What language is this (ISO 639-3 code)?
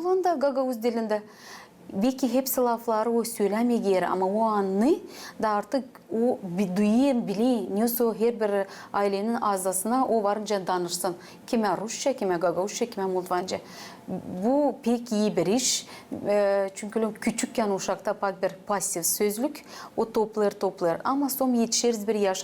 gag